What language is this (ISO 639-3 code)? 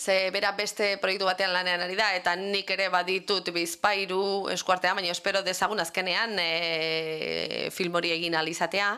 eus